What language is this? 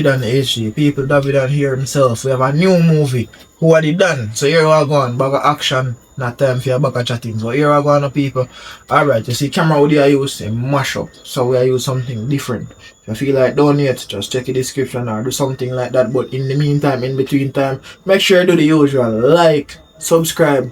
Jamaican Creole English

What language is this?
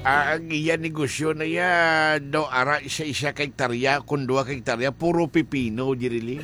Hiligaynon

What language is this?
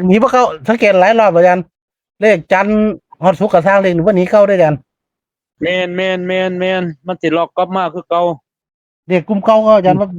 Northeastern Thai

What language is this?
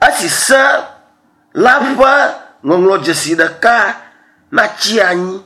Ewe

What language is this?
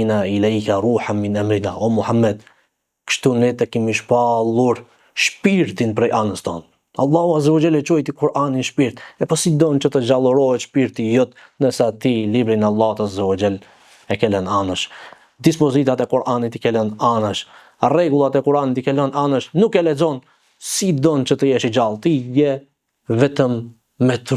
Albanian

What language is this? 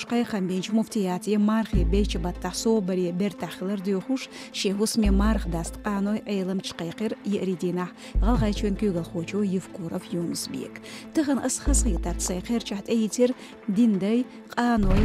Chechen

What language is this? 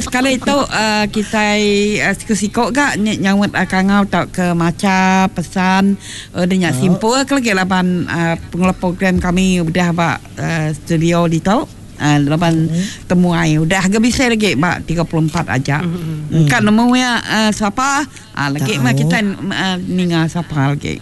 Iban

